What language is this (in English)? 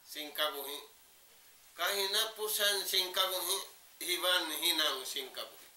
Tausug